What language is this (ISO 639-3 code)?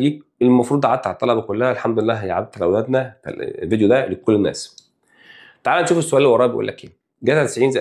arz